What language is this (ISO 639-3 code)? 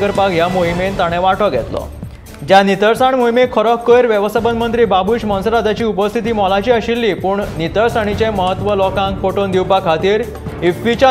kok